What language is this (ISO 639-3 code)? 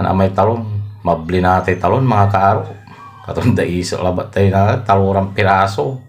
pag